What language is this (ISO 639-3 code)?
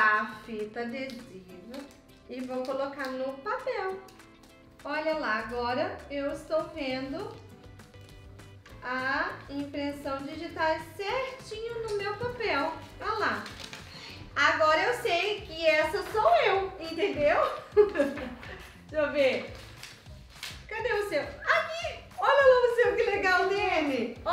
por